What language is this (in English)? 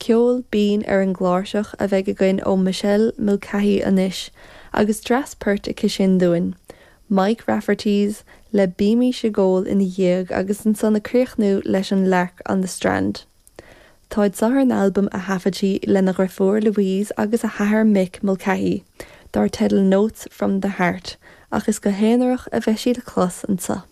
Irish